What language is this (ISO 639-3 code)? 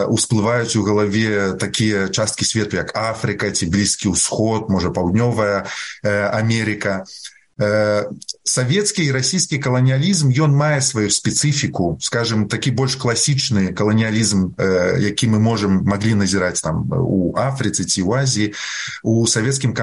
bel